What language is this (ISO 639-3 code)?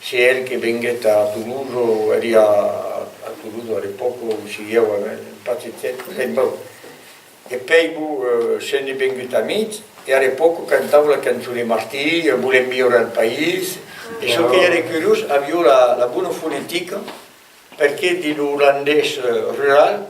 oci